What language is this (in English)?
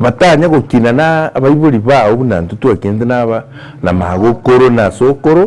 Gusii